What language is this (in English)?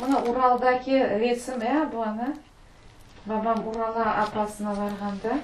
Crimean Tatar